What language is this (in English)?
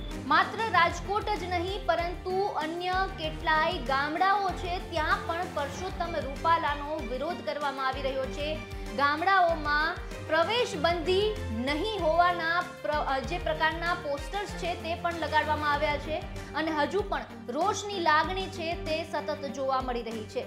Gujarati